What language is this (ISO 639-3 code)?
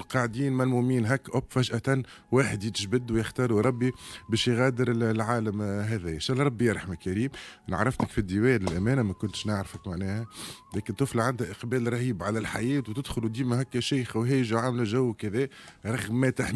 aeb